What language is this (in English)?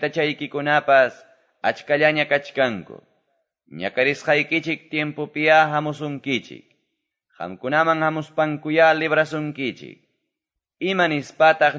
Quechua